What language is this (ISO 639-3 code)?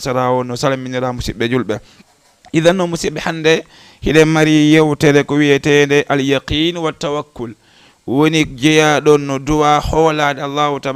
ful